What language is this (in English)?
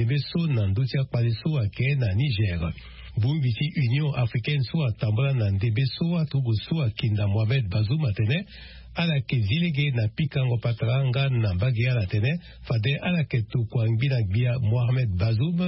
Sango